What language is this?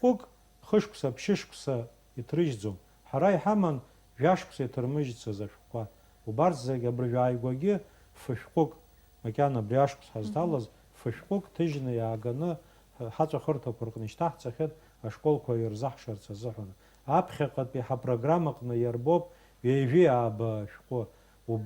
Abkhazian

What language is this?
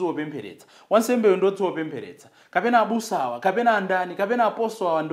Nyanja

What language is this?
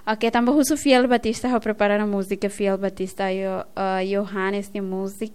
Tetum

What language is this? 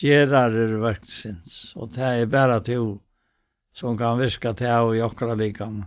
Faroese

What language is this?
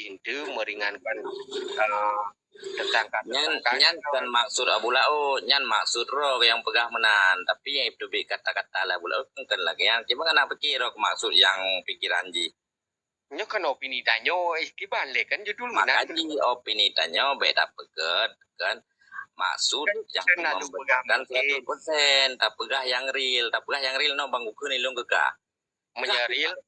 Achinese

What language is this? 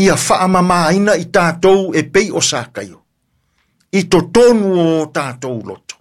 Samoan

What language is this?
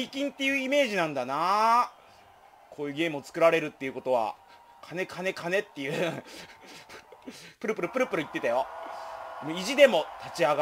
Japanese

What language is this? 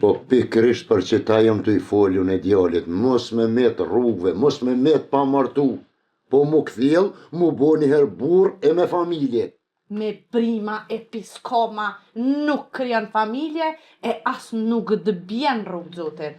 Albanian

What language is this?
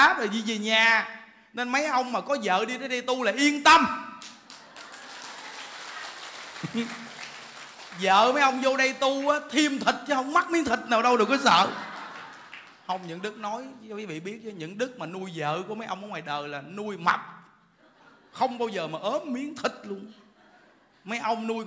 Vietnamese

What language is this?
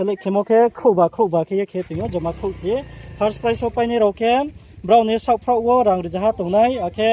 Riang (India)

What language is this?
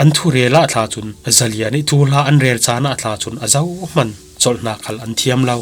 Falam Chin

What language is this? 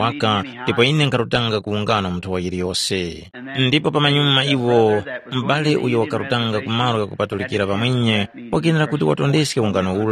Tumbuka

